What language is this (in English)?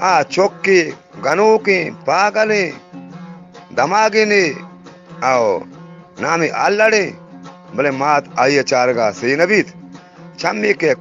Eastern Balochi